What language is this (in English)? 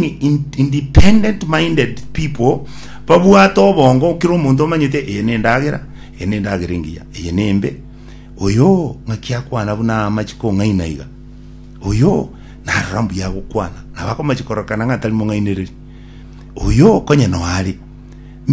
Gusii